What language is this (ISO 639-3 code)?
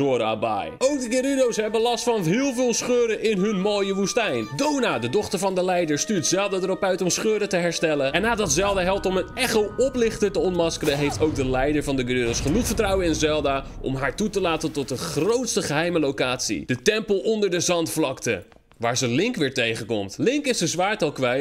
nld